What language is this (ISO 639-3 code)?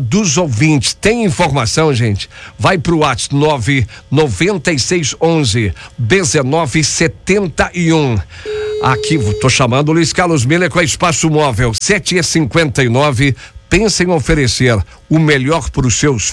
por